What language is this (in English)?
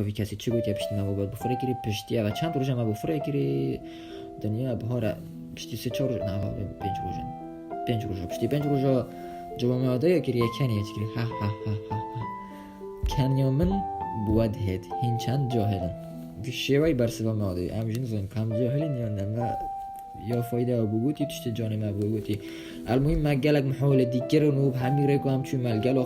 Kurdish